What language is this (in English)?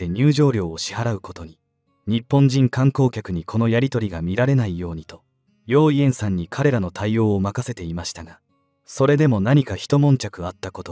Japanese